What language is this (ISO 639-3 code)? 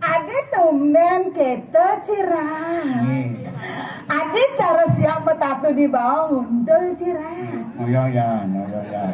ban